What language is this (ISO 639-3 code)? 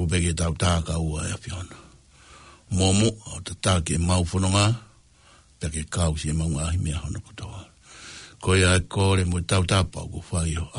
ton